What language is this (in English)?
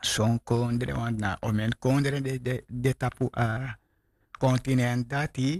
Sranan Tongo